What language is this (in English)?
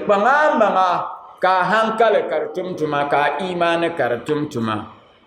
Dagbani